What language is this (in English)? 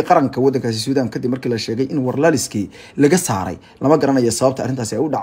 Somali